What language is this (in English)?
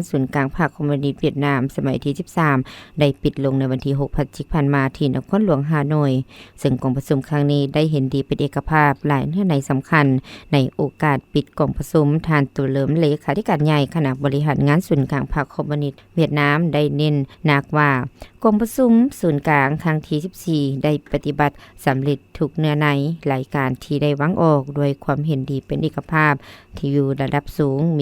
Lao